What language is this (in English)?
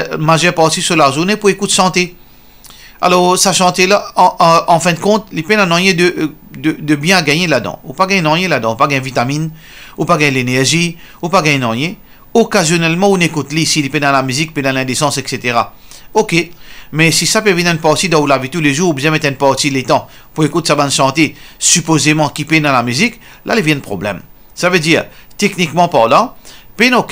Morisyen